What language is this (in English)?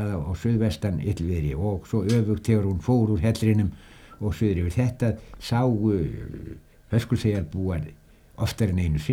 Icelandic